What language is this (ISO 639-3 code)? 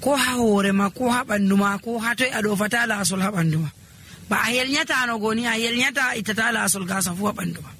fuv